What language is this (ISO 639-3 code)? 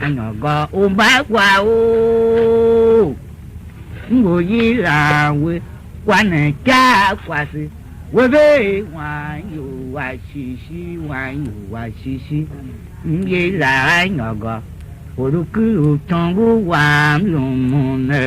tiv